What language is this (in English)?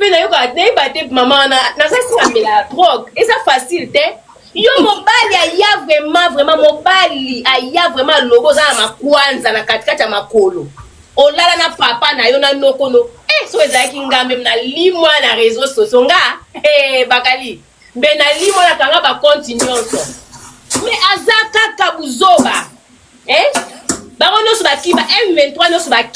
Lingala